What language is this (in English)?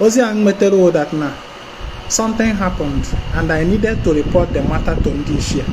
Igbo